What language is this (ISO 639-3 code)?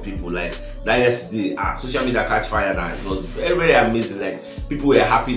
pcm